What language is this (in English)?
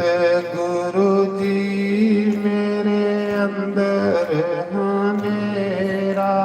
Dogri